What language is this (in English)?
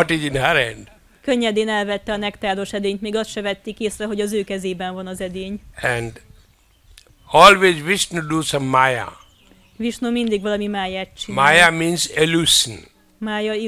Hungarian